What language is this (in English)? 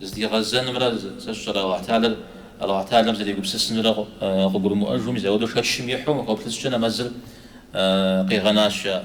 Kabardian